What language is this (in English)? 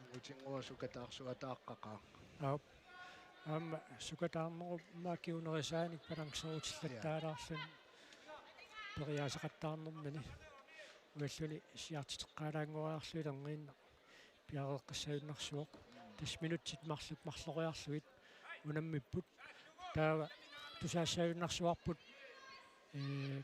Kalaallisut